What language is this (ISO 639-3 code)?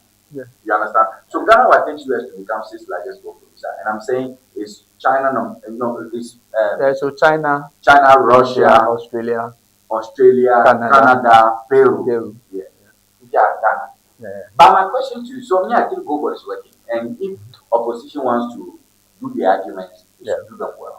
ewe